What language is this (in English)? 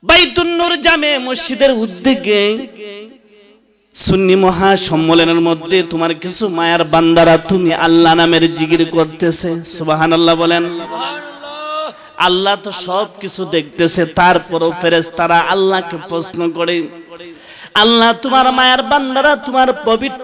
Bangla